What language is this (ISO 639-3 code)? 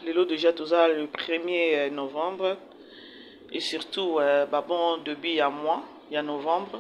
lin